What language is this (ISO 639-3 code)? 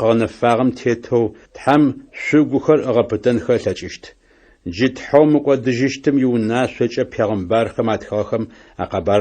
ady